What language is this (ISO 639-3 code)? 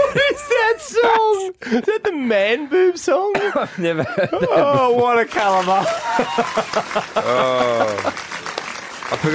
eng